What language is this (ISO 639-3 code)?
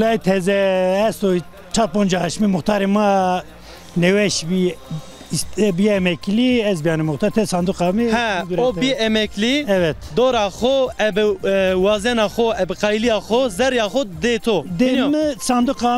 zza